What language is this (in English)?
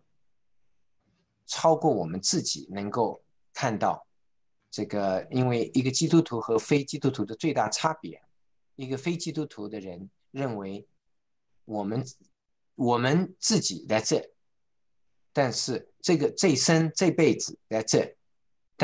Chinese